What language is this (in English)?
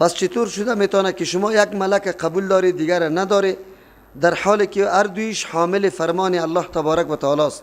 Persian